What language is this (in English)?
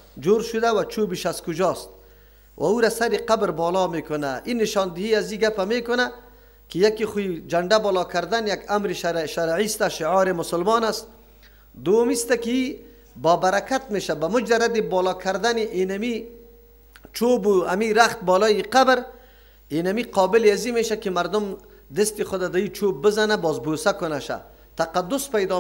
Persian